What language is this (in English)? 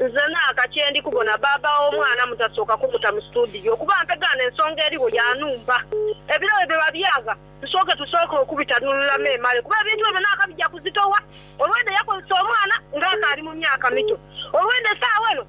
Soga